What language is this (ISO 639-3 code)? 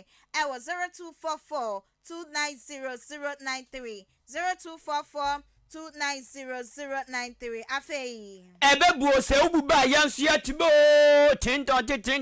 aka